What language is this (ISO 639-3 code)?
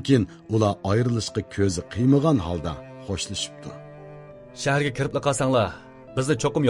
uig